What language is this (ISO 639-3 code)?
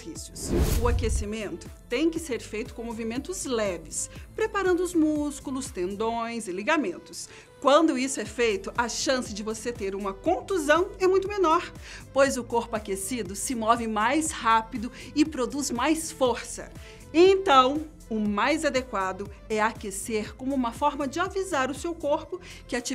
por